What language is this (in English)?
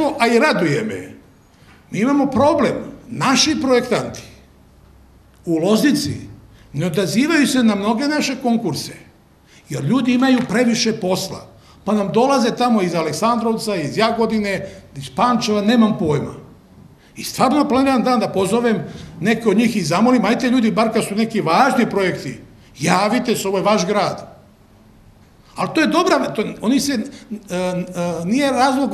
Serbian